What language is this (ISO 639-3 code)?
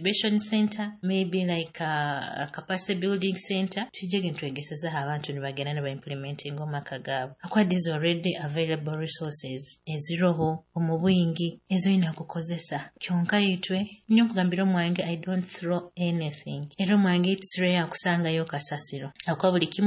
nyo